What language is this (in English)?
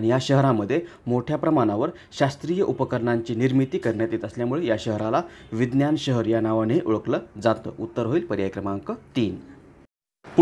Marathi